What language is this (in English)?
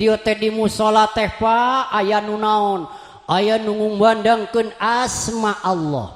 Sundanese